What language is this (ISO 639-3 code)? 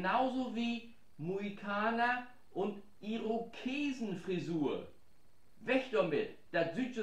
nds